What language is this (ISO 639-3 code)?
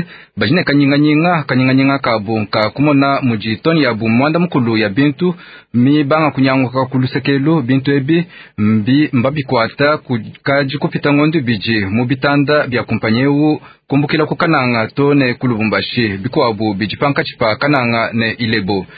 lua